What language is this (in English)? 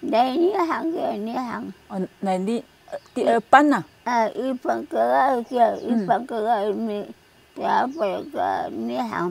Taroko